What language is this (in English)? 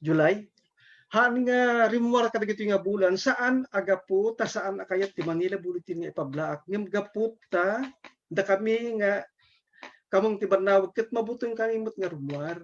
Iloko